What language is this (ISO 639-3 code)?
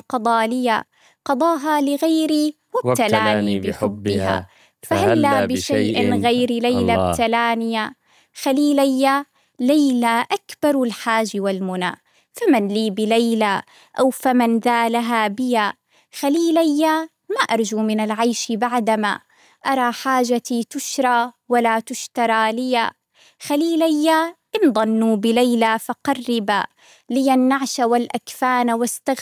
ara